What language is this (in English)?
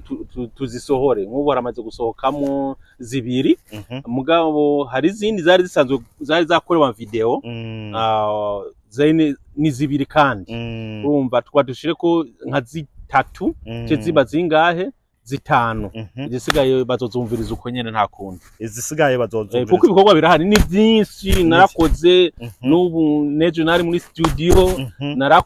Rundi